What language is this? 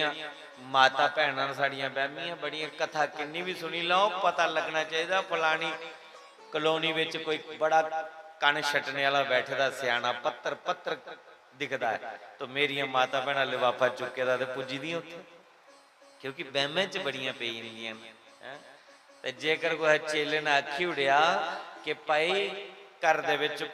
Dogri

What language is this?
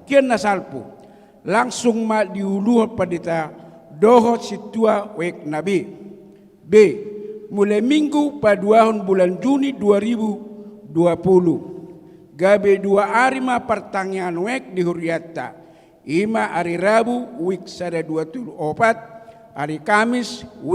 Batak Toba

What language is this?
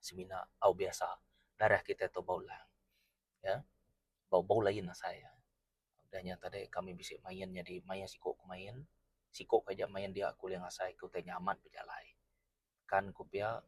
Iban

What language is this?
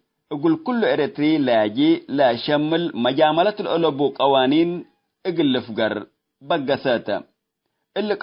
Tigre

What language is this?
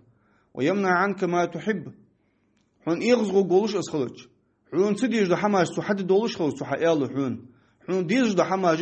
Ingush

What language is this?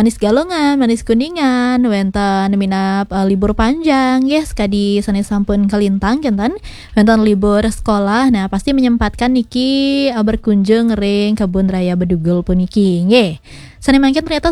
Balinese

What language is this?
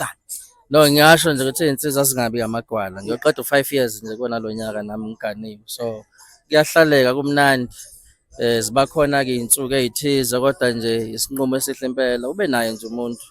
Zulu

